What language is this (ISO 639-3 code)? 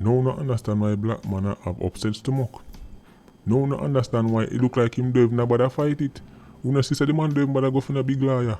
jam